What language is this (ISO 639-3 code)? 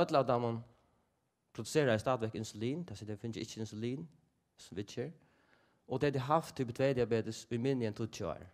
fao